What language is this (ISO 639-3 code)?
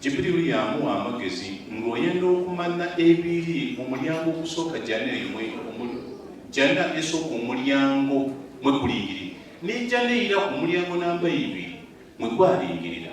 lug